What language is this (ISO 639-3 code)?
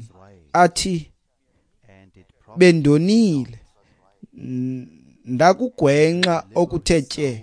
xho